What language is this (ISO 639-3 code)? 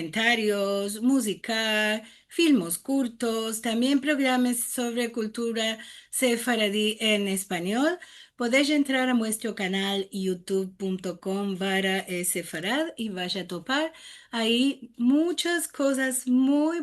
lad